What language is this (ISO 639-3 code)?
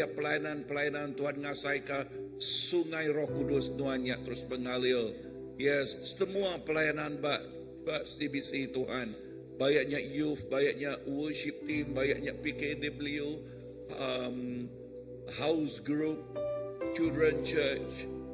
iba